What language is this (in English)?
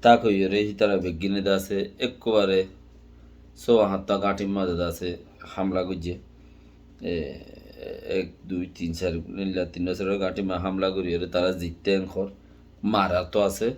Rohingya